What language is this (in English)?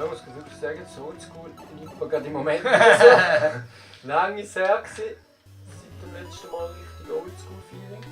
Swiss German